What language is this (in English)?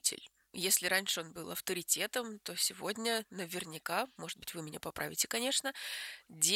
Russian